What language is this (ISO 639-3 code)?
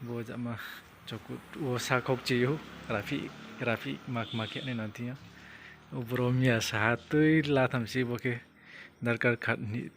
ria